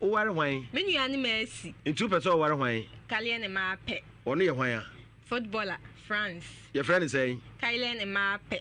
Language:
Akan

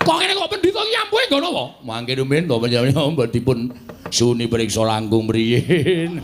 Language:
Javanese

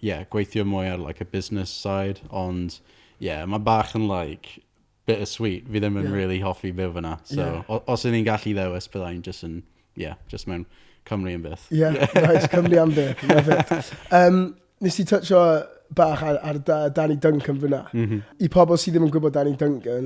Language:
Welsh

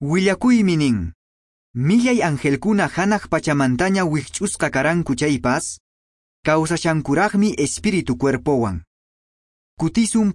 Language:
Quechua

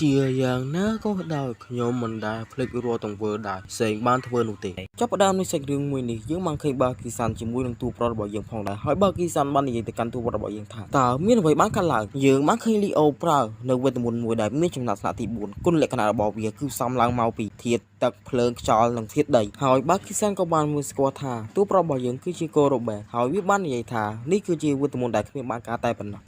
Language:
Khmer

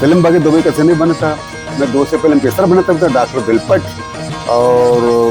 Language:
Baluchi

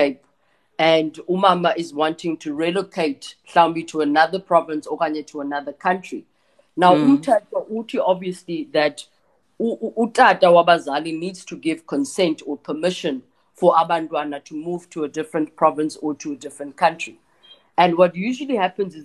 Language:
Xhosa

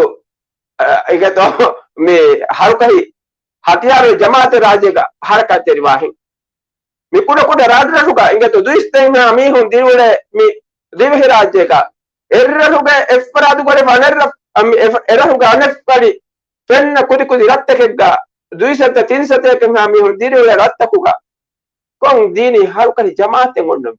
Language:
Divehi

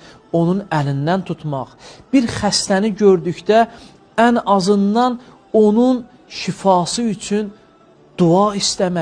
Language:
Azerbaijani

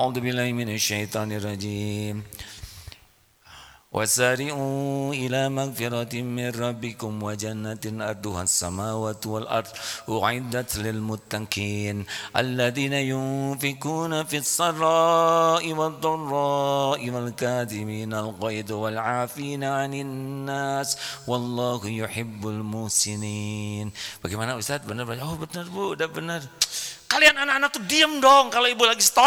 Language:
Indonesian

